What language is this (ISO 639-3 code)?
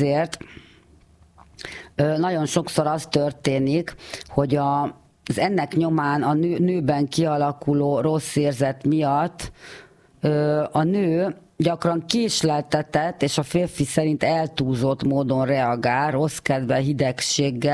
hun